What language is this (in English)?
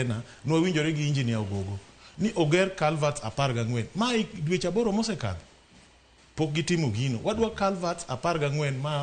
Luo (Kenya and Tanzania)